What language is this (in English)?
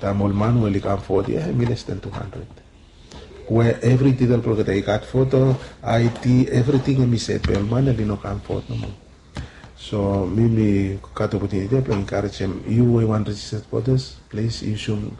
Bislama